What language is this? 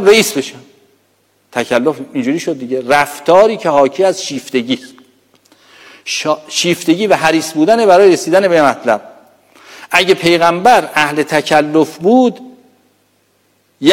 Persian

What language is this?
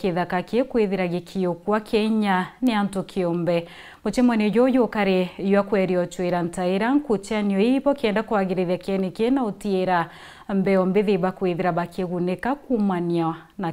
Meru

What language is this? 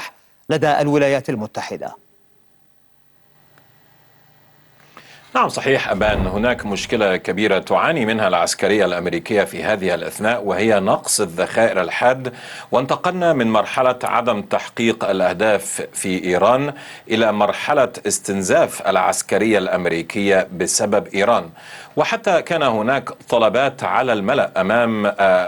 Arabic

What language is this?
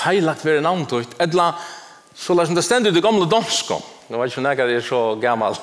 Faroese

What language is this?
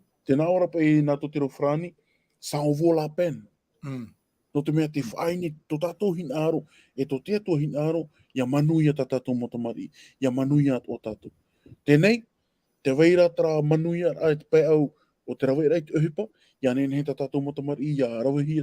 Tahitian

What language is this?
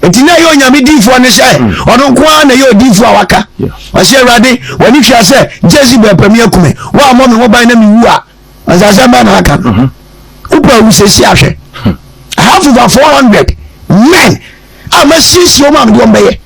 Akan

